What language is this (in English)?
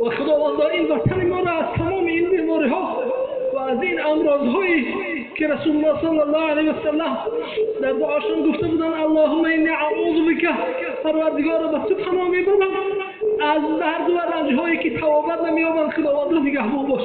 Tajik